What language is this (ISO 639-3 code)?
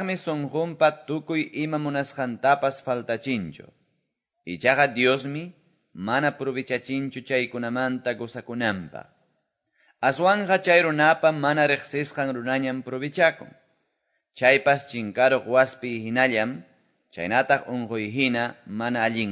que